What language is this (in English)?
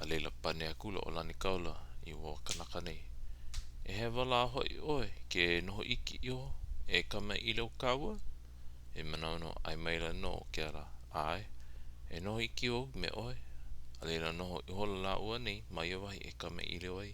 Hawaiian